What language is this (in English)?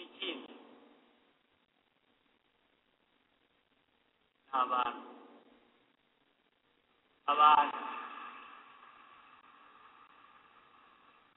Kinyarwanda